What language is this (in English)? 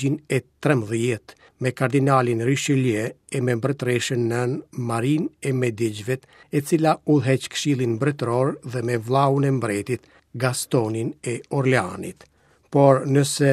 Albanian